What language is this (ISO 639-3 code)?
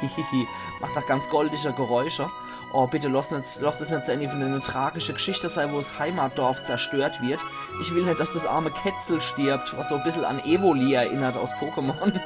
pfl